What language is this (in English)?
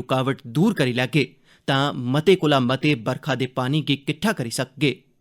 Dogri